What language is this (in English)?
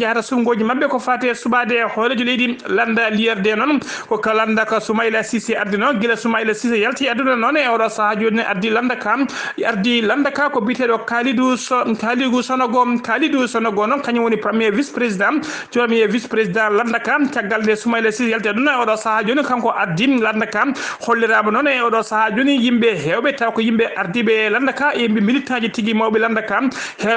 Fula